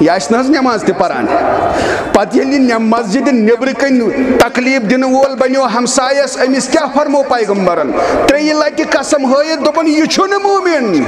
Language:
Kashmiri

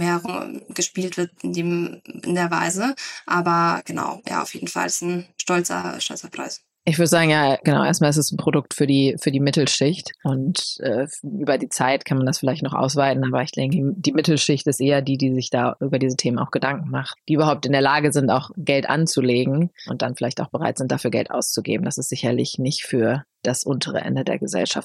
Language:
German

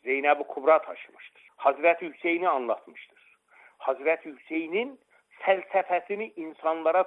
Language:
Turkish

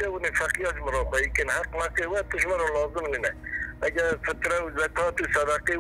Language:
Kurdish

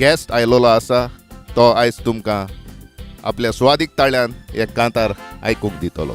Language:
Konkani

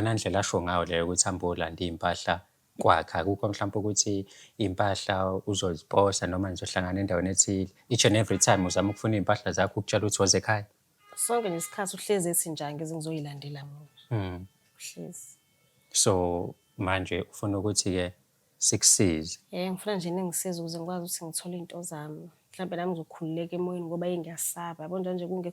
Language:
Zulu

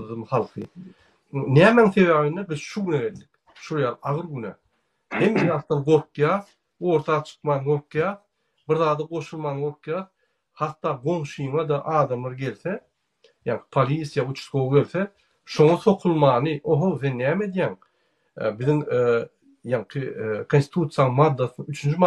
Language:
Turkmen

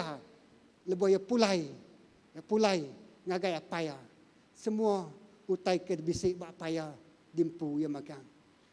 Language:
Iban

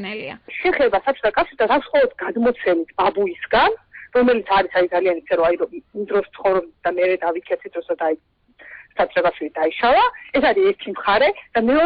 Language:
Georgian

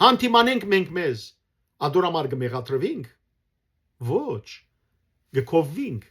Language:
Western Armenian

